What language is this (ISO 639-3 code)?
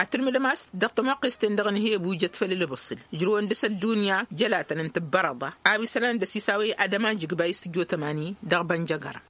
taq